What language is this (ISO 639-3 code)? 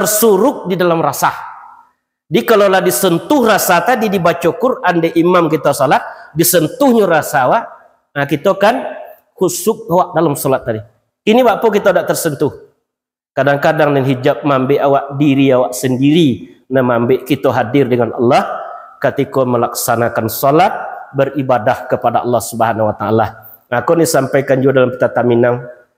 min